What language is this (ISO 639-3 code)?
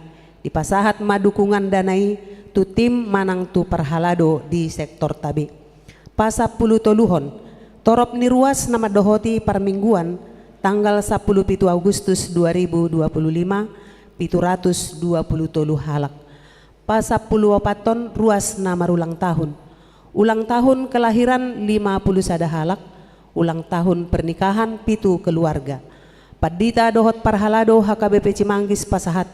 bbc